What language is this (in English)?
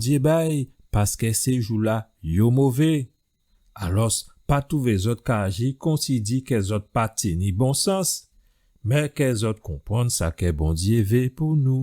Guadeloupean Creole French